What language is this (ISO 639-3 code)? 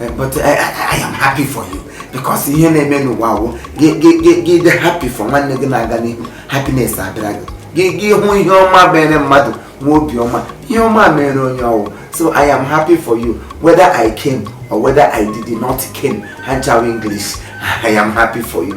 ibo